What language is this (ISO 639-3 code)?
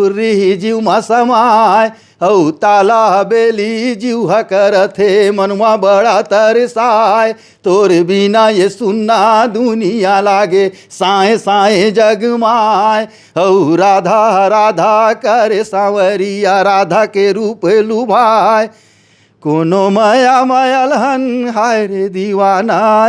hne